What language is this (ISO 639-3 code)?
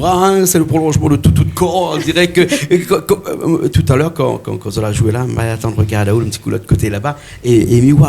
rcf